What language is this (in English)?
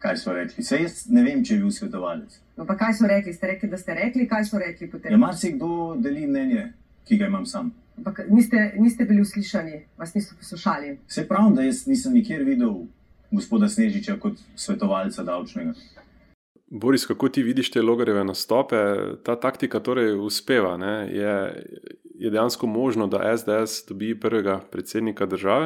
Slovenian